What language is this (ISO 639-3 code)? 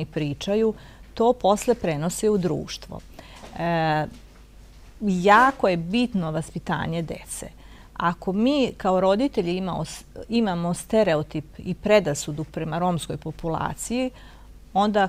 srp